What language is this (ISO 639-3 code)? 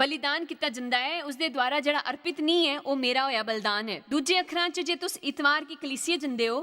doi